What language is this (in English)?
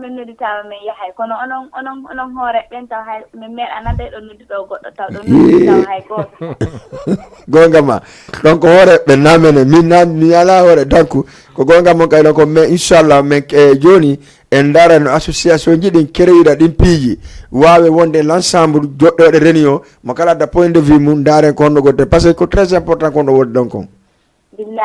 Fula